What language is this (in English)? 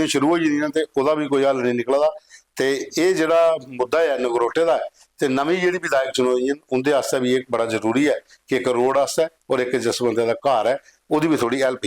Dogri